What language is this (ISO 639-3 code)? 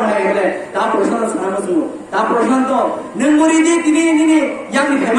trp